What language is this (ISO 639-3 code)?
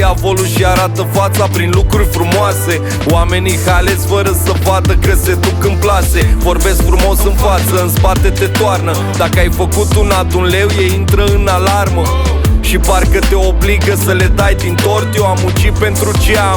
ron